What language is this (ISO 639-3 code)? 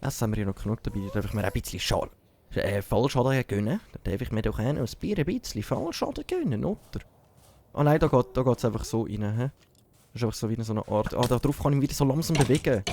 gsw